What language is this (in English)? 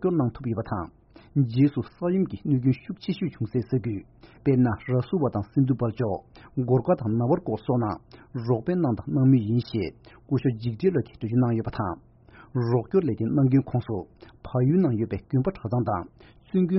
Tibetan